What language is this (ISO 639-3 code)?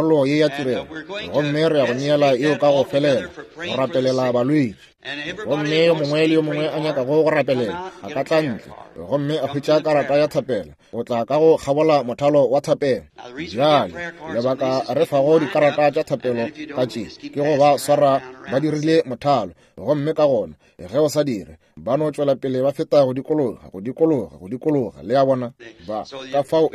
nso